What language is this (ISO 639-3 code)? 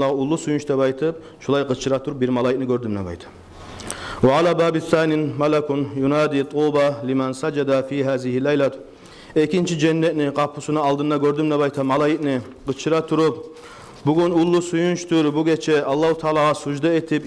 kum